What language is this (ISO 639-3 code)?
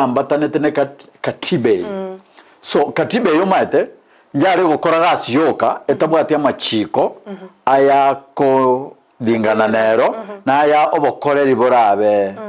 guz